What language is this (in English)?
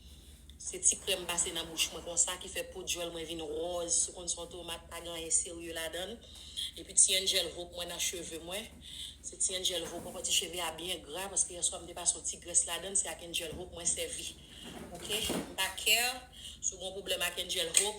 Haitian Creole